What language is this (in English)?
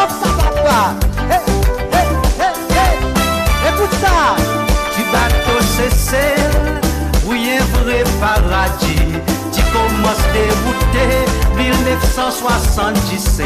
Seselwa Creole French